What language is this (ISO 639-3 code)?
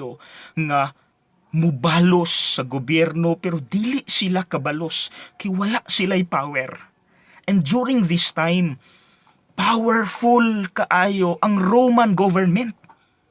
ceb